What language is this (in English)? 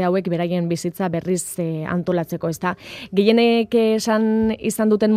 Basque